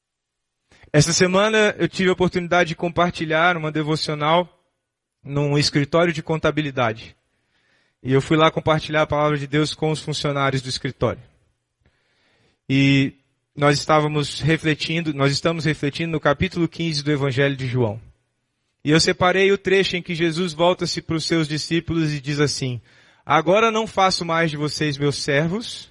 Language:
Portuguese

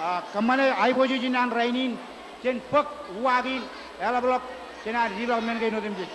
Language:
Marshallese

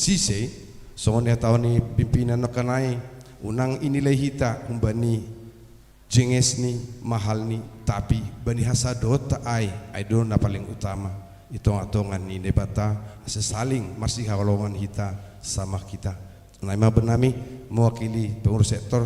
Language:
Batak Simalungun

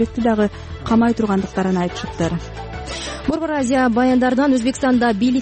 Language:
Kyrgyz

